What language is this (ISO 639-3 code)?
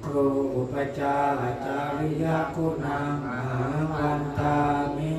pli